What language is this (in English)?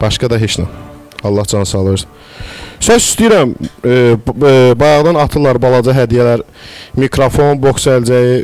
Azerbaijani